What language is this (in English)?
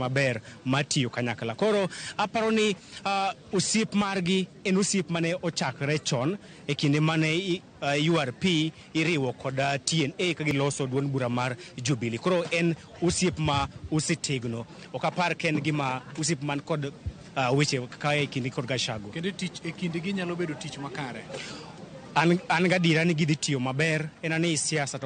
Luo (Kenya and Tanzania)